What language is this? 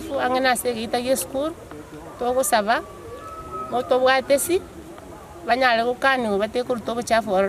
Gusii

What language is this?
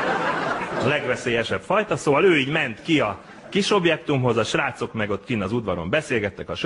Hungarian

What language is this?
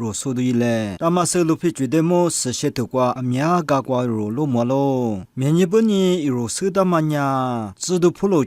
Lisu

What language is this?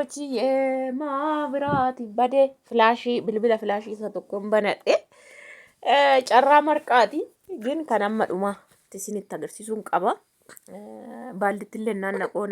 Oromo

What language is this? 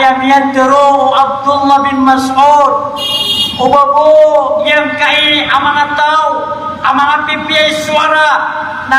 Maranao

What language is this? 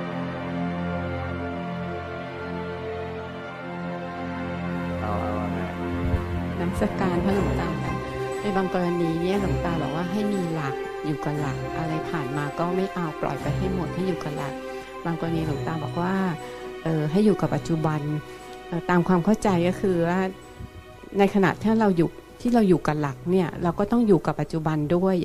Thai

